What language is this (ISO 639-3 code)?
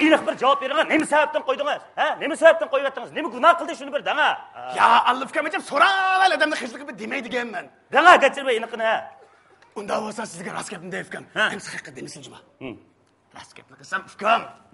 uig